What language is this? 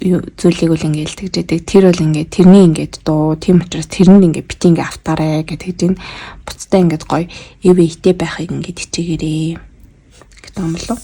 Mongolian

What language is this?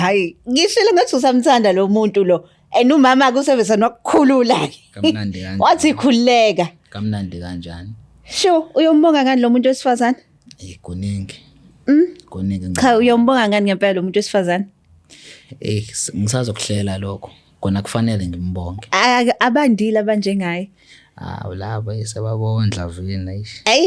Zulu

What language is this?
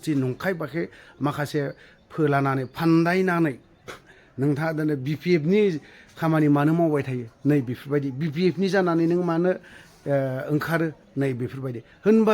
Bodo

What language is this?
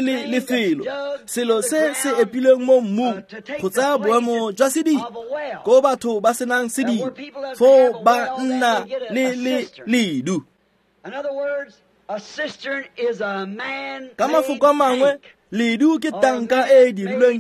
Tswana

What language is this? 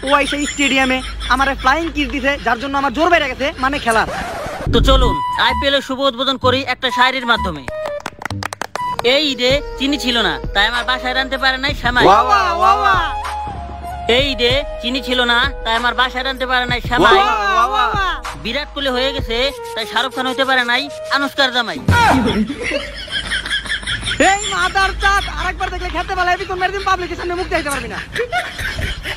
Bangla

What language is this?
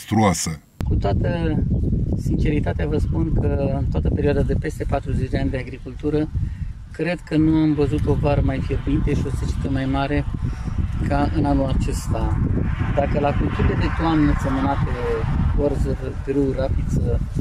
Romanian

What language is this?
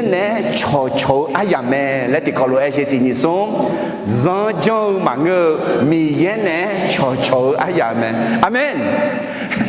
Akha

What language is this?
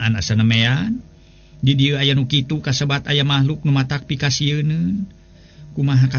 Sundanese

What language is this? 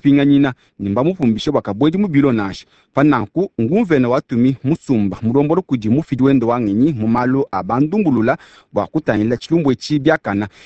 Luba-Lulua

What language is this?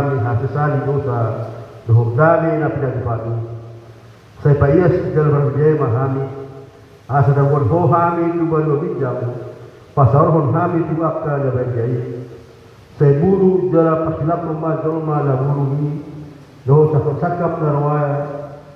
Batak Toba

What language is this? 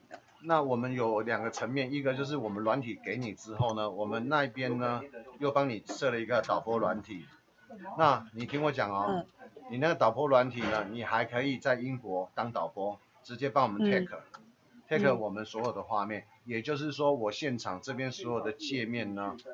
Chinese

